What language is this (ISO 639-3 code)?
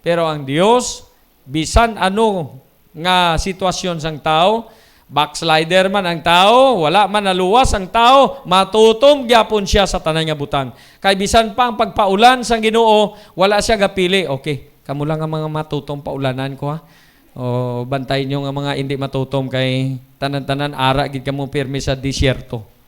hil